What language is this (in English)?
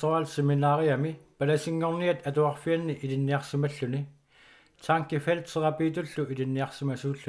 Kalaallisut